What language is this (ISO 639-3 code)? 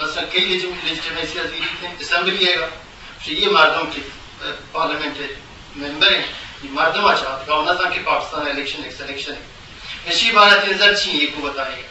bgp